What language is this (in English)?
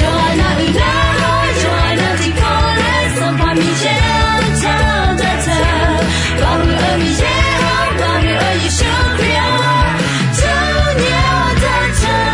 Akha